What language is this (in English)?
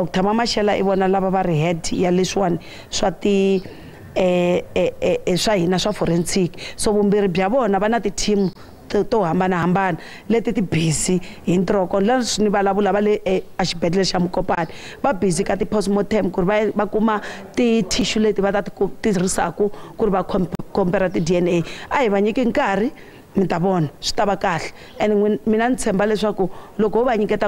Tsonga